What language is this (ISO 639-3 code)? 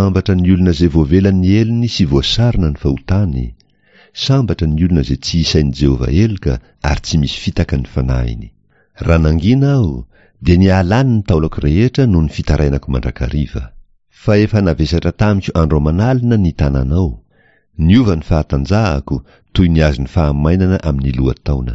mlg